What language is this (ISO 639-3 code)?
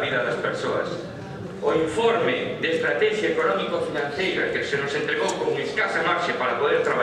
glg